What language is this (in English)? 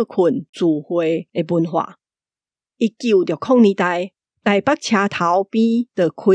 Min Nan Chinese